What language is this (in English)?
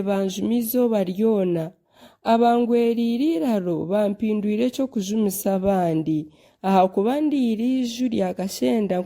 Nyankole